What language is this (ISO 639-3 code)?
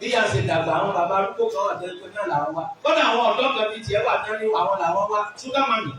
yor